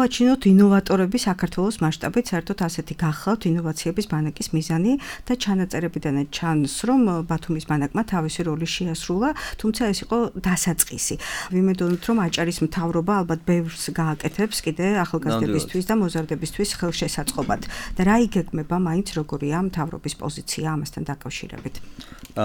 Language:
Georgian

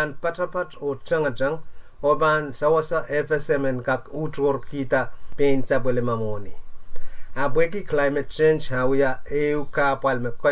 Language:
Pohnpeian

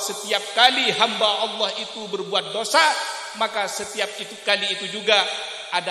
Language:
Madurese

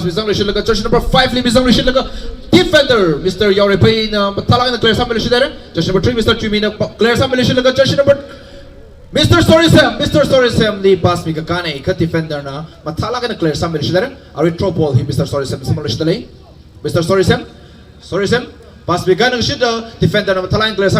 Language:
Tangkhul Naga (India)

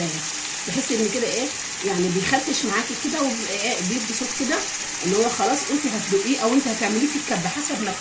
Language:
Egyptian Arabic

